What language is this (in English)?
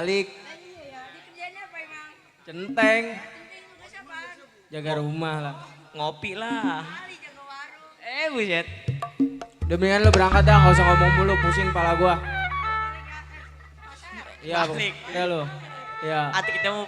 Betawi